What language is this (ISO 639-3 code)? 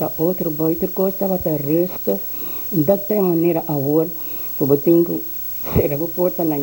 pap